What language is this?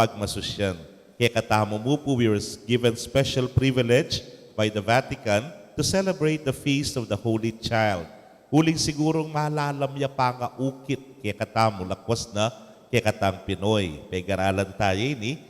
Pampanga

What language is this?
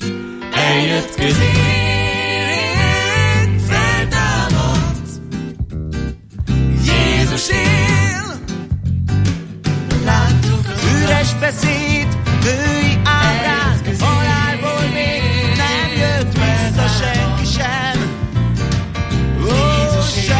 Hungarian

